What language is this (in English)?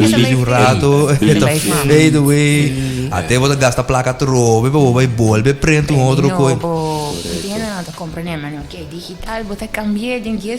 Papiamento